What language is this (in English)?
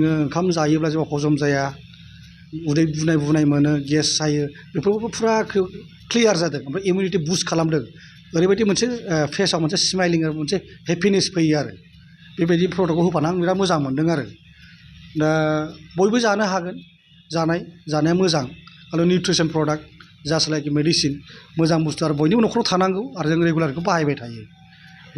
Bodo